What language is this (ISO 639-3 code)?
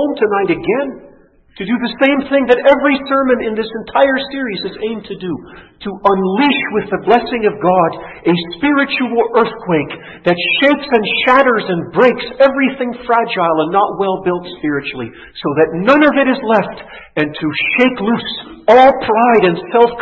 eng